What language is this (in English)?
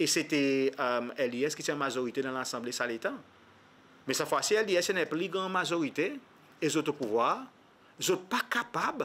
Seselwa Creole French